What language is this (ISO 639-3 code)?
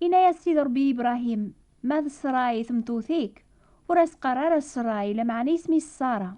kab